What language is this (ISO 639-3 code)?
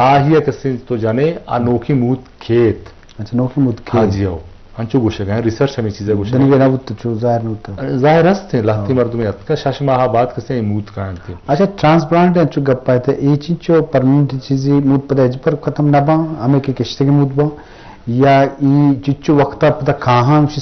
bgp